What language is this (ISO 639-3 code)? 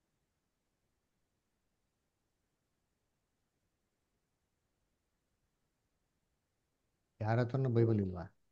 kan